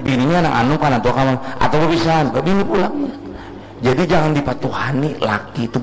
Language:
Banjar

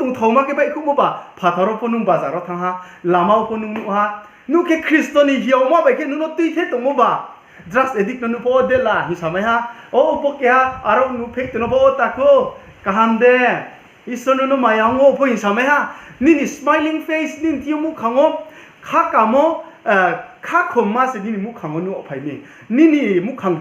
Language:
Riang (India)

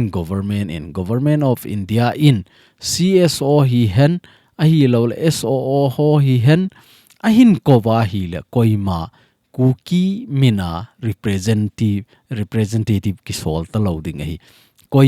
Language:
Thado Chin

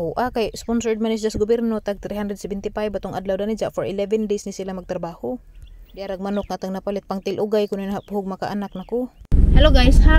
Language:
Cebuano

